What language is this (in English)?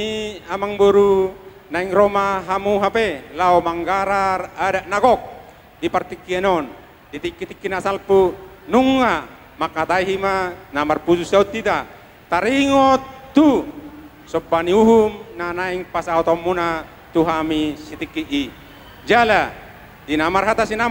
Batak Toba